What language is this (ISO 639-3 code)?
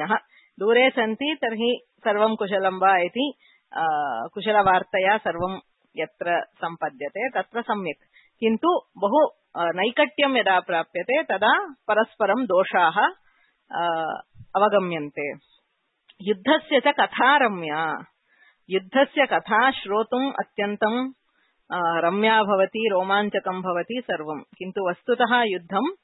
san